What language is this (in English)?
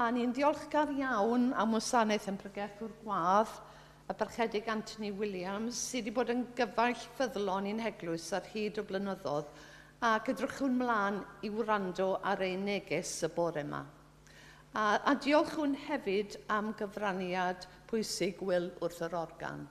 Welsh